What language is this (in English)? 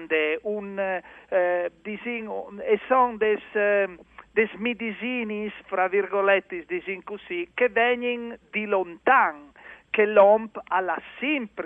Friulian